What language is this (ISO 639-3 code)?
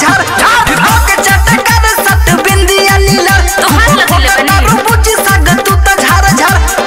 bho